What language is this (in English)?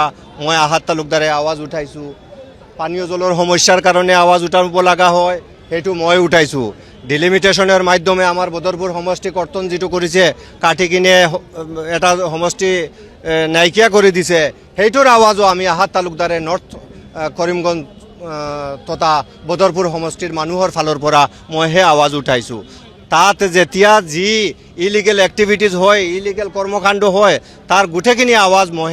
Assamese